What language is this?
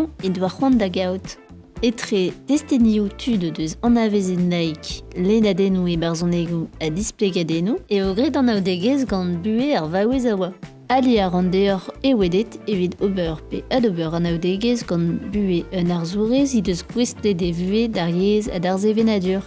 Breton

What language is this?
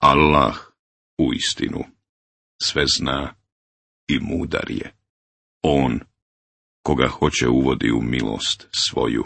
Bosnian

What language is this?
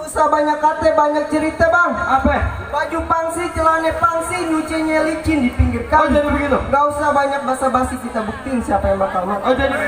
Betawi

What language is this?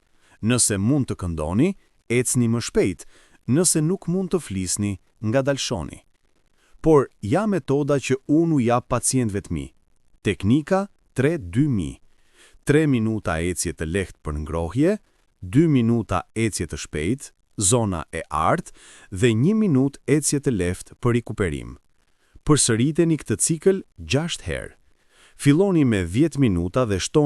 Albanian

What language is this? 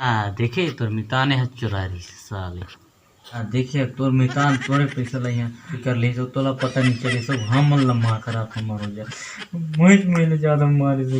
Chhattisgarhi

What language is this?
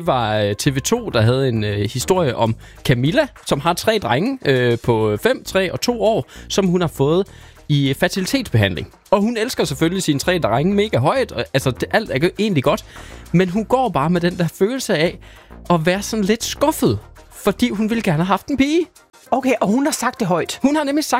Danish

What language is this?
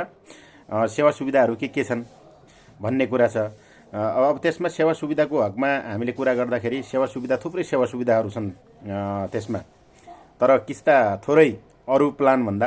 Nepali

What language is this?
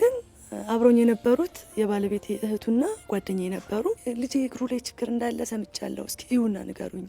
Amharic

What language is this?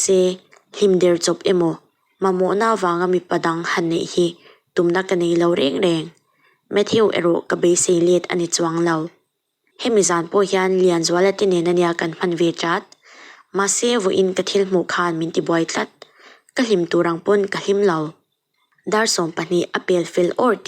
Mizo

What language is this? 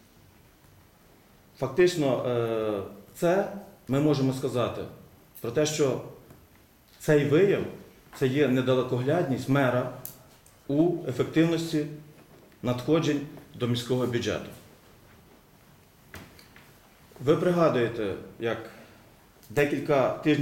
Ukrainian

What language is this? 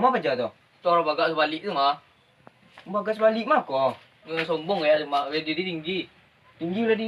Minangkabau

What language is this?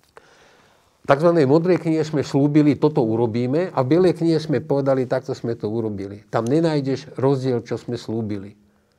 Slovak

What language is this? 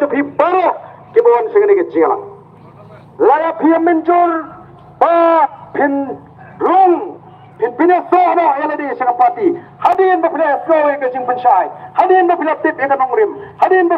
Khasi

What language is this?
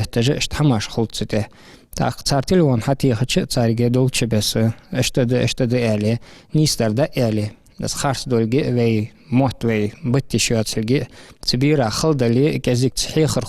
Ingush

